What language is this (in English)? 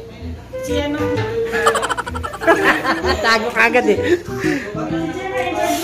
Filipino